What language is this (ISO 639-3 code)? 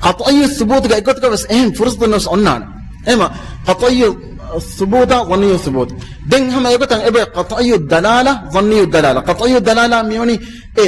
div